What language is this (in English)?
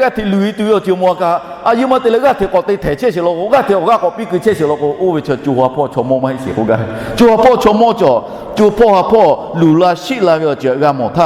Lahu